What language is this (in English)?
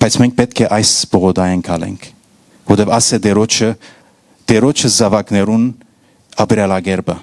Western Armenian